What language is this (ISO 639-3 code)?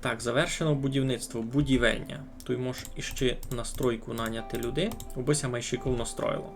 rue